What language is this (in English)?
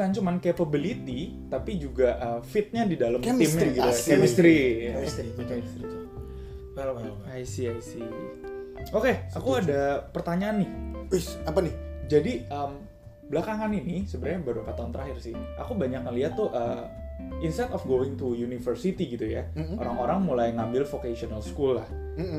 Indonesian